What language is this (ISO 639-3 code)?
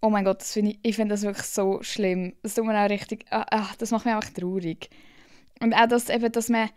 gsw